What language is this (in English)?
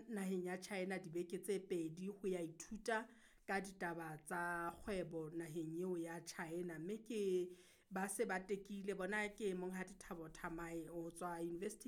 Southern Sotho